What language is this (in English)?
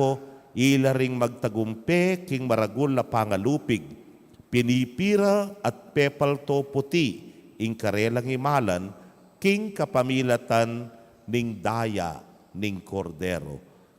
Pampanga